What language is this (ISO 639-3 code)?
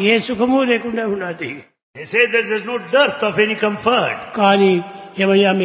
tel